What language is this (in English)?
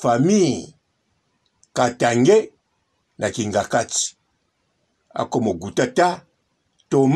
Lingala